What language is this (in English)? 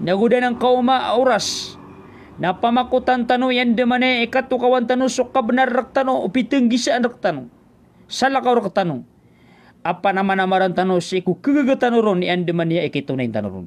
Maranao